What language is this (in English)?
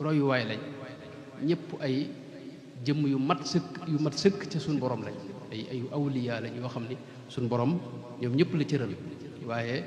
Wolof